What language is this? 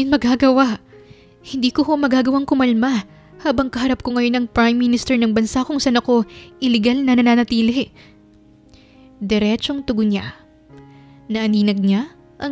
Filipino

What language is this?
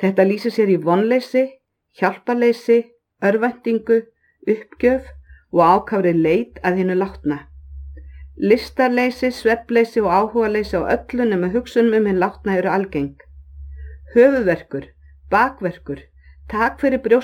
Icelandic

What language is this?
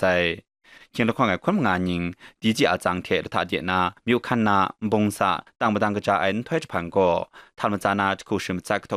Kachin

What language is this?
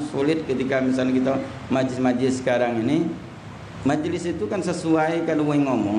Musi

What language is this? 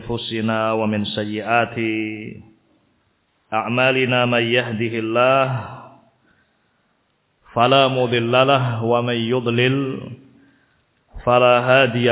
Indonesian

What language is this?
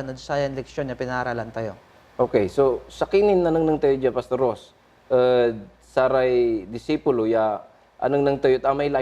Pangasinan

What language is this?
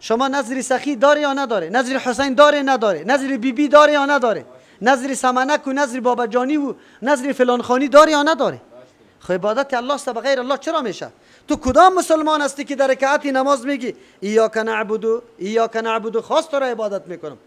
Persian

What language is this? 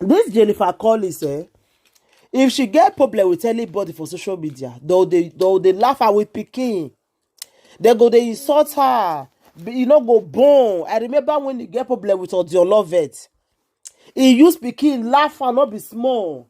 Nigerian Pidgin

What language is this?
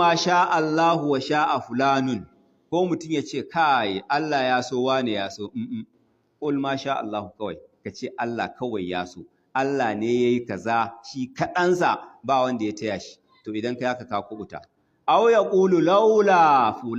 Hausa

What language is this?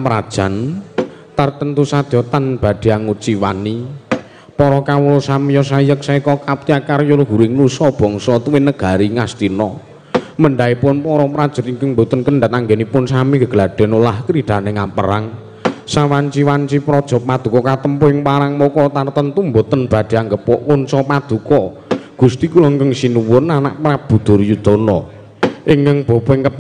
Javanese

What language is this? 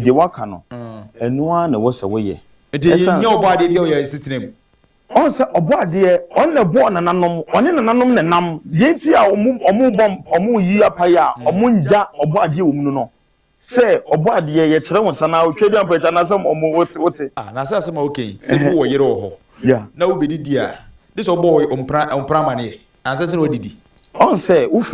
Akan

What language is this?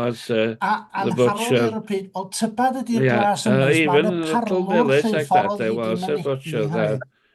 Welsh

